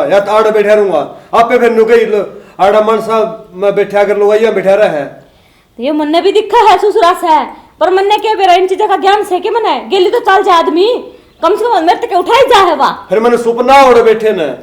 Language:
Haryanvi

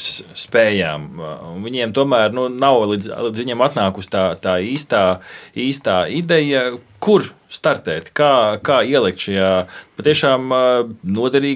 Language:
Latvian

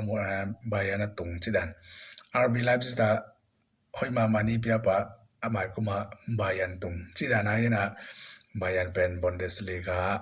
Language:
Tedim Chin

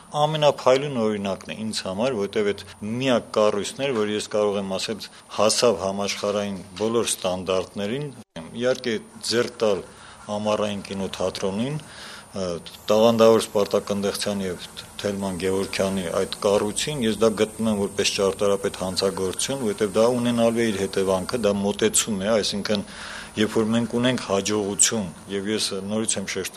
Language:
Armenian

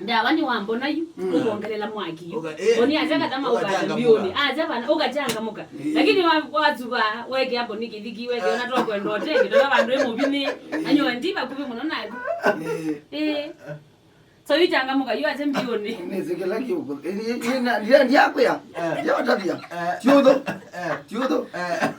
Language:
Kamba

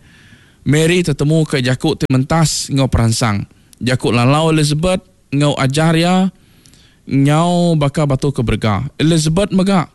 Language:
Iban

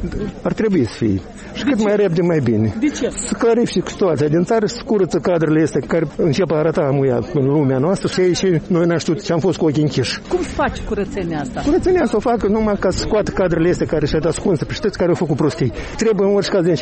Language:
Romanian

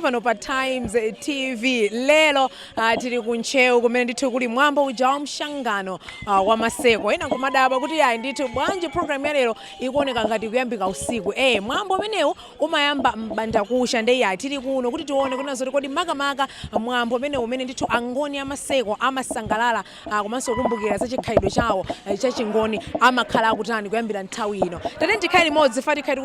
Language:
Nyanja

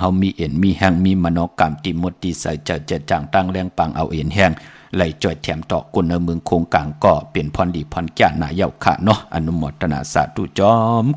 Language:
Shan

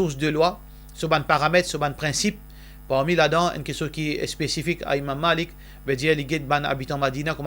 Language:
Morisyen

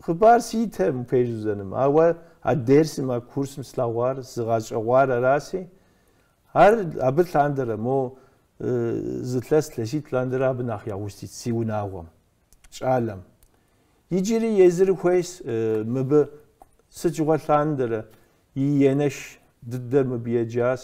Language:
Kabardian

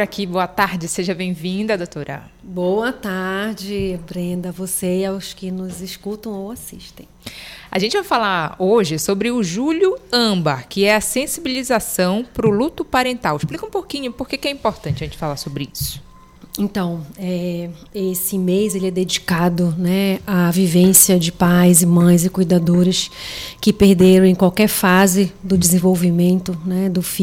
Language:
Portuguese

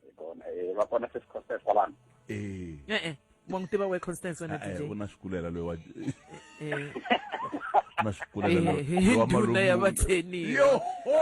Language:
Tsonga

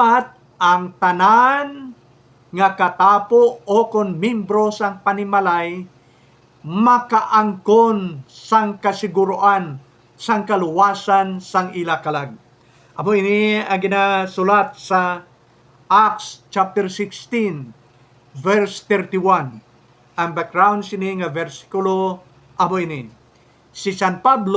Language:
Hiligaynon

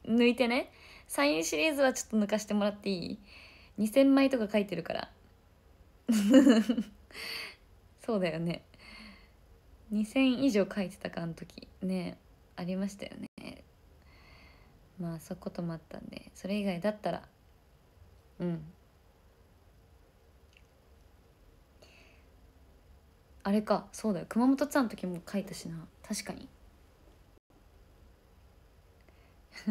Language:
Japanese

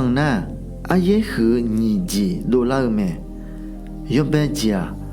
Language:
Akha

